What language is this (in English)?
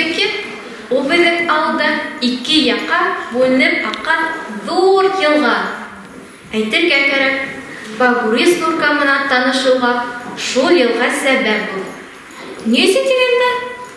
Bashkir